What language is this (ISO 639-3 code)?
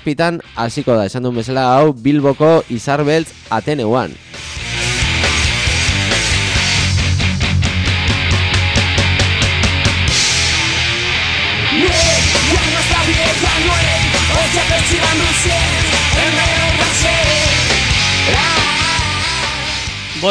eus